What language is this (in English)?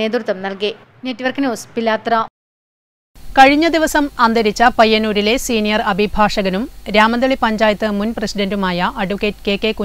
Malayalam